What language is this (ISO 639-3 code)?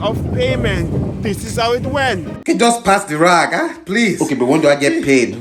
jam